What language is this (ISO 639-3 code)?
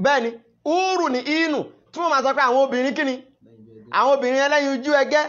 yor